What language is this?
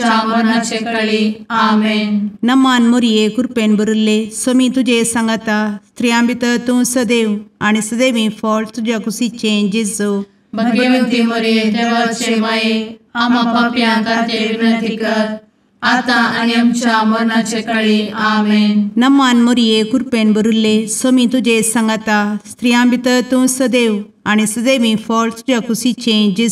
Konkani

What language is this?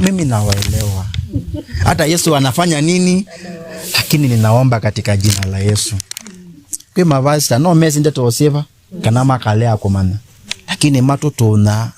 Kamba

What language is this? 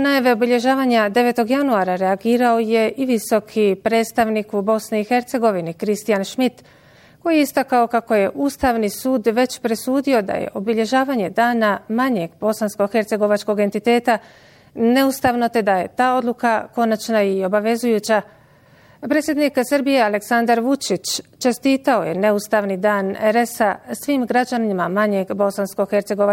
Bosnian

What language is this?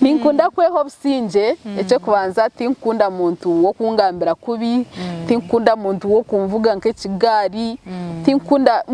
Nyankole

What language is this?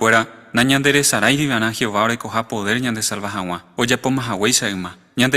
Guarani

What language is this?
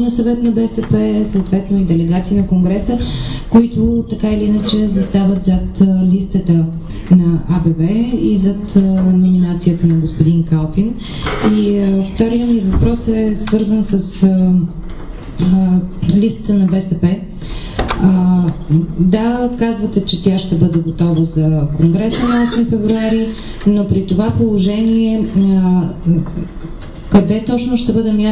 Bulgarian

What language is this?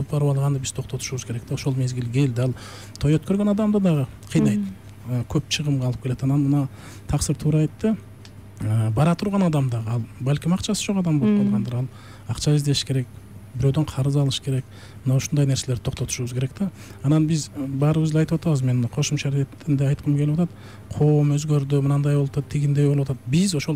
Kyrgyz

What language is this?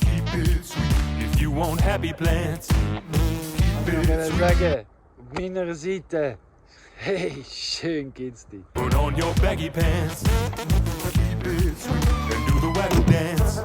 Swiss German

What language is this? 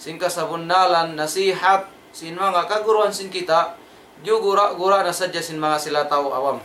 Tausug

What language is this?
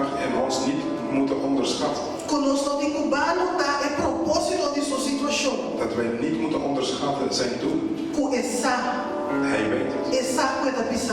Papiamento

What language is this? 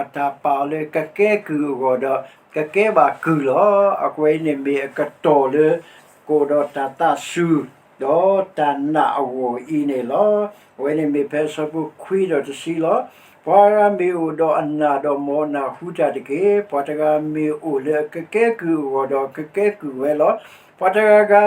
S'gaw Karen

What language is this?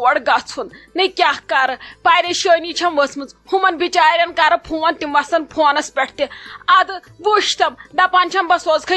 Kashmiri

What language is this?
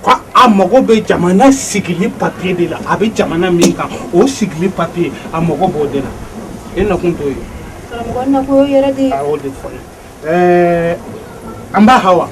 Bambara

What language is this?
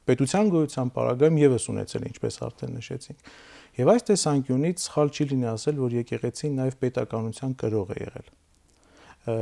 Armenian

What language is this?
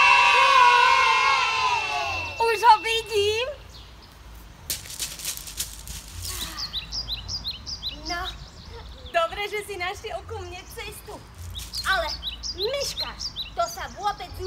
Slovak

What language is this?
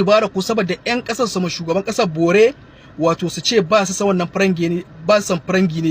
Hausa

